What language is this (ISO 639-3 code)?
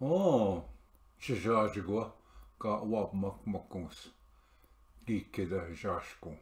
oji